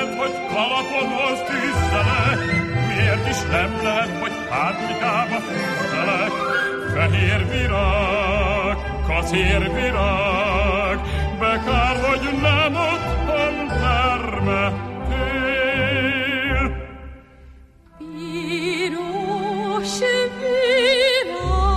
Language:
Hungarian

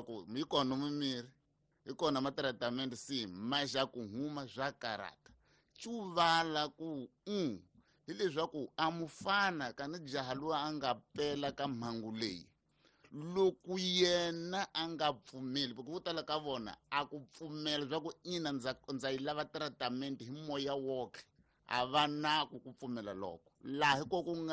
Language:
Tsonga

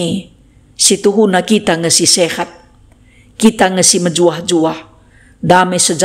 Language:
Batak Karo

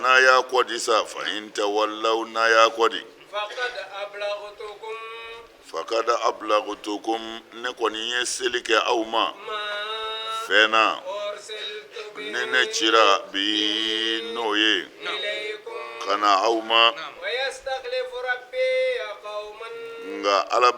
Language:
Bambara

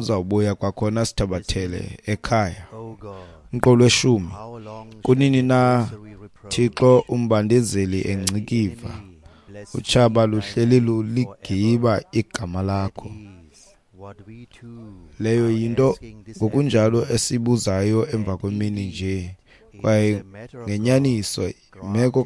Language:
Xhosa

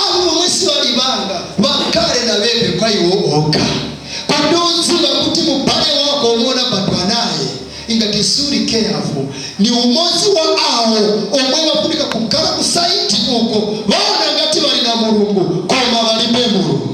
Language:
Nyanja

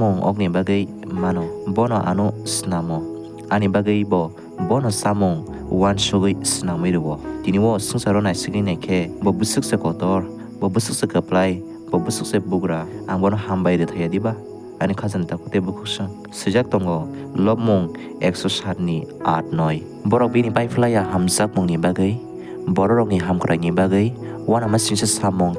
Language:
Kok Borok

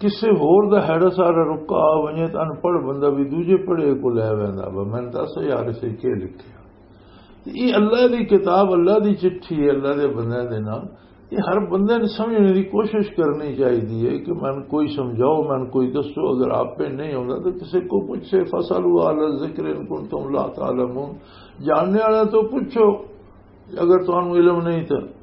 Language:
Western Panjabi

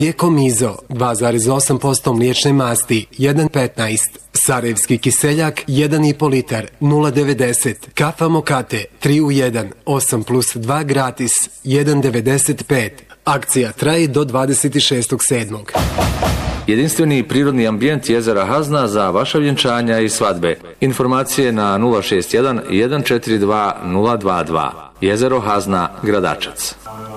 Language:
Bosnian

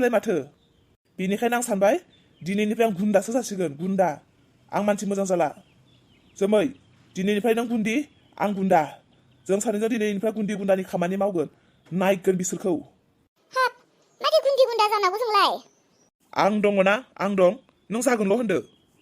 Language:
Bodo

